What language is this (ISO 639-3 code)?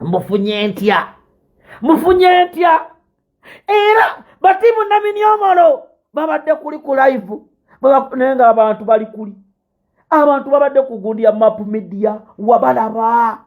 lug